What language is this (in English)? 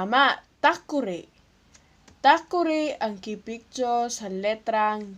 Cebuano